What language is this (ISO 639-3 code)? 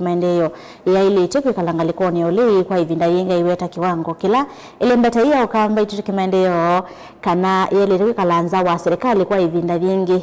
kam